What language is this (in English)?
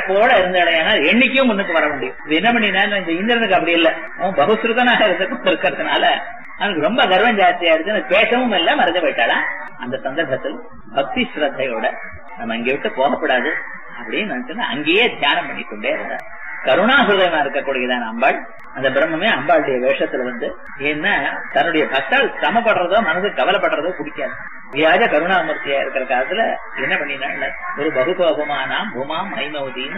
Tamil